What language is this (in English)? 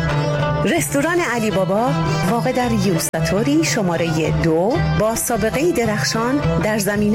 Persian